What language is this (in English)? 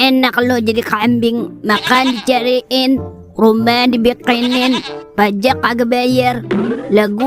Betawi